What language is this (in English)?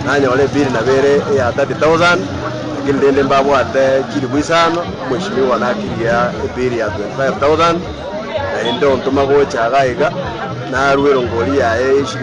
Gusii